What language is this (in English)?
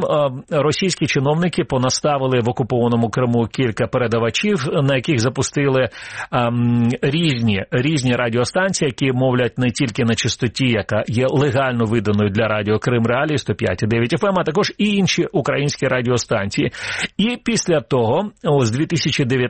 Ukrainian